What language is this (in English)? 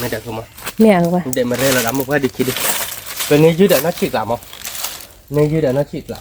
S'gaw Karen